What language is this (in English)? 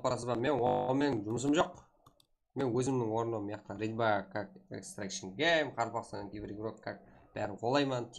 Kara-Kalpak